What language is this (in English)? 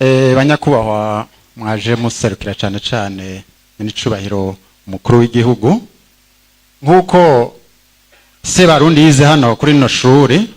Rundi